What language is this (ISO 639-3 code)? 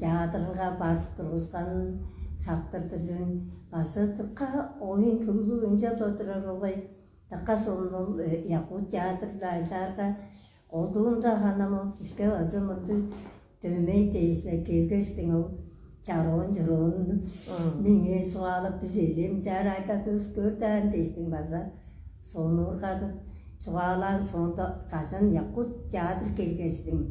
tyv